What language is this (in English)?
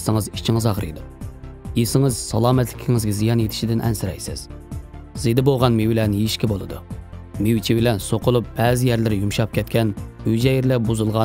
Uyghur